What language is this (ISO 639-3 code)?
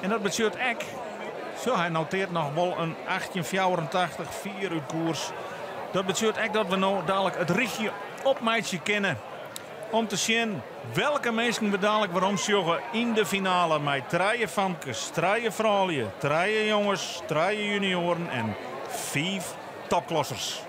fry